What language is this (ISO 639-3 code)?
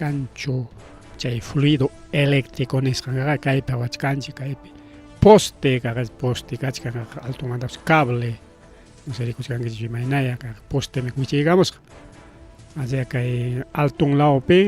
quy